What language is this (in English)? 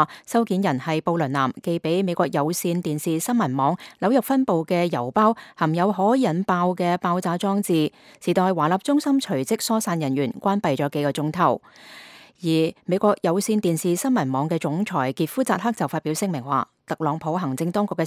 Cantonese